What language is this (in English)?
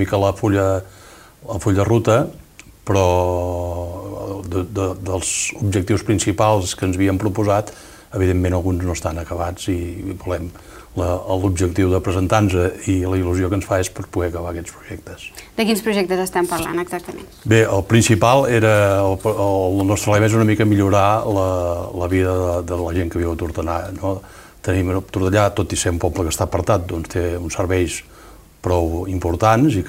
Catalan